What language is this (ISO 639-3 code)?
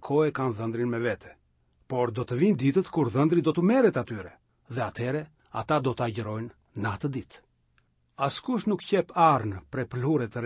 sqi